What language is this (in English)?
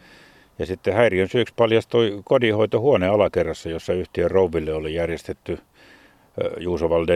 Finnish